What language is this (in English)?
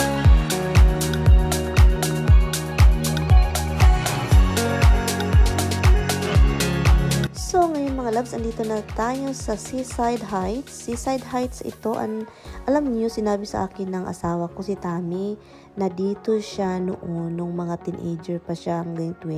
Filipino